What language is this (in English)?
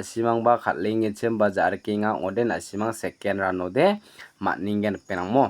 Garo